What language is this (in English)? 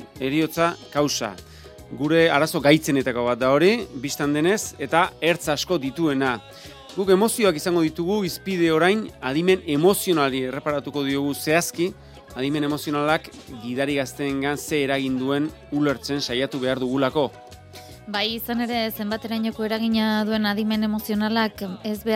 Basque